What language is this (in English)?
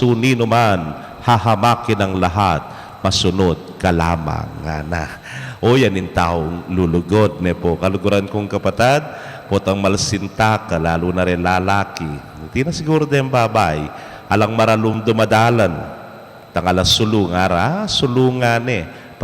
Pampanga